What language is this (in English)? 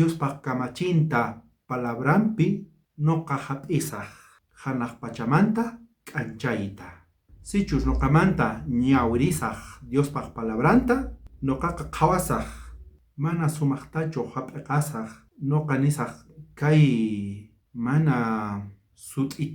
South Bolivian Quechua